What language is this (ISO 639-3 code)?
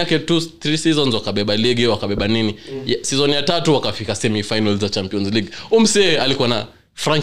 swa